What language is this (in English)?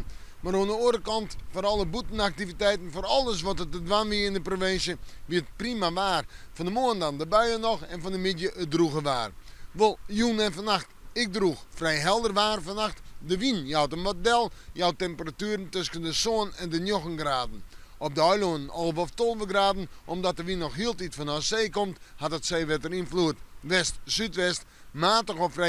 Western Frisian